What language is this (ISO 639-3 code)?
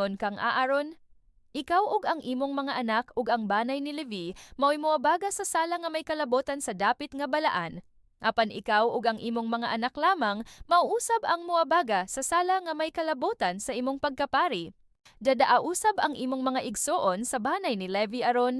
ceb